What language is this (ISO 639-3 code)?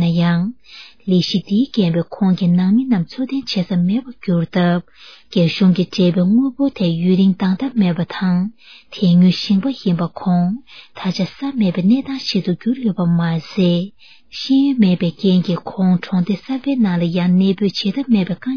bod